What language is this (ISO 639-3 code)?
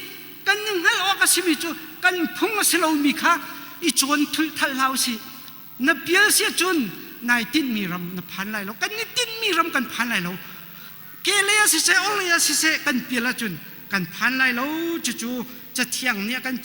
cnh